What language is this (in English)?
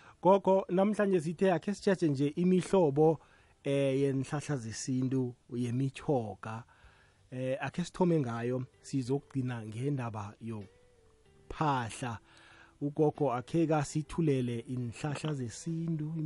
South Ndebele